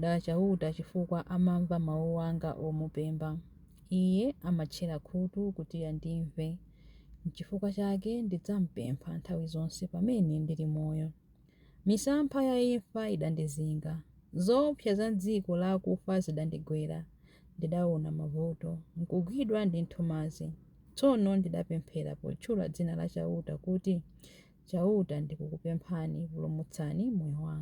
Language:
Nyanja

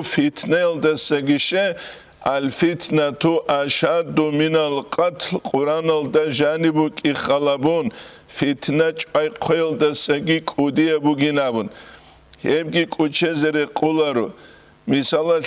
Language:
Avaric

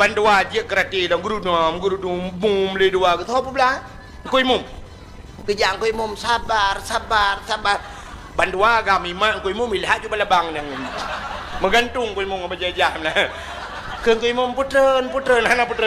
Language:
Achinese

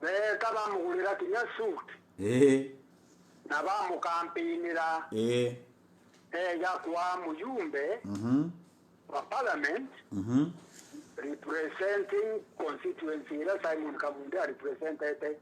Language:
Meru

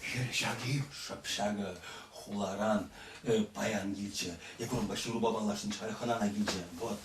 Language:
Chuvash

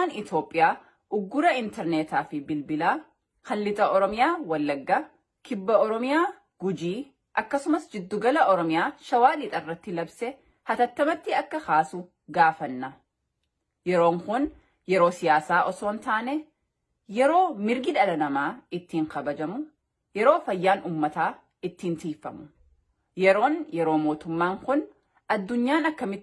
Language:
Oromo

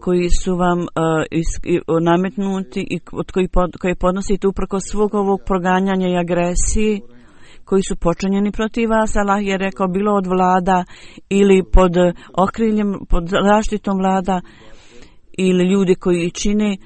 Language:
Bosnian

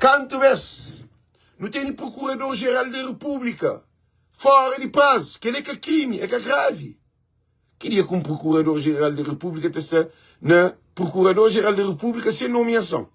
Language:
Kabuverdianu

